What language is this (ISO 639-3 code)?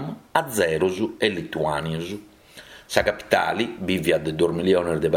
srd